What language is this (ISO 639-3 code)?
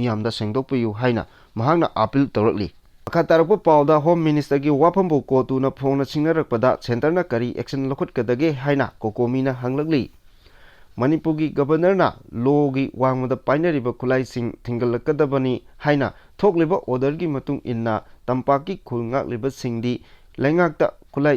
mni